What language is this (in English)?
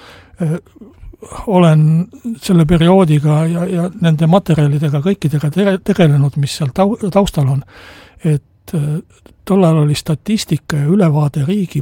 Estonian